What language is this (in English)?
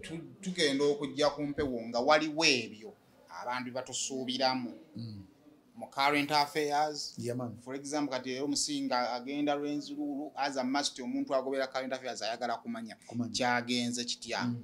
Ganda